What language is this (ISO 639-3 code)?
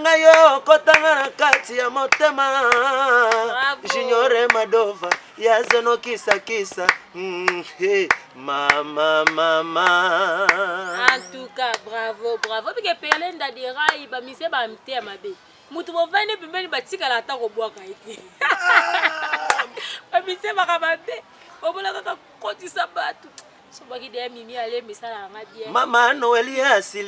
lin